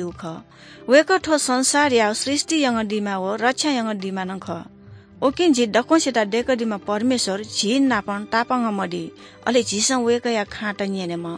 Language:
Newari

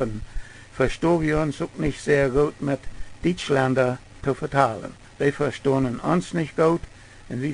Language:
Plautdietsch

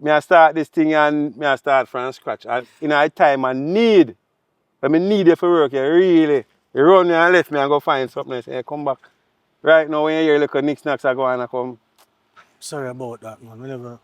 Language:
Jamaican Creole English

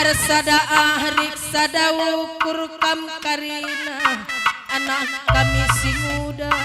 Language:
Batak Karo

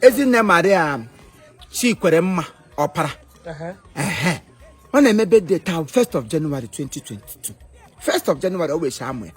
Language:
Igbo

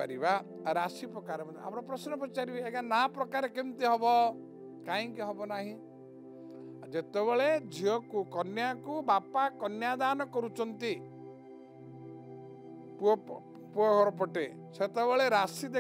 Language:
Odia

